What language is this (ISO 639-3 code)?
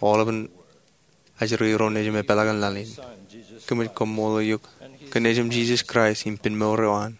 mah